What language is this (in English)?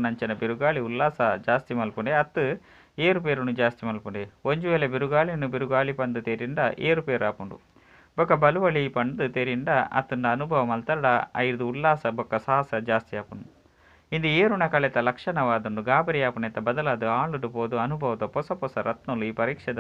Tulu